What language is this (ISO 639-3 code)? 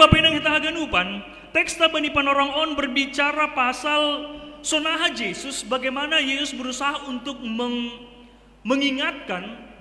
bts